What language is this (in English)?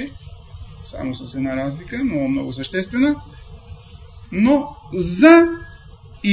Bulgarian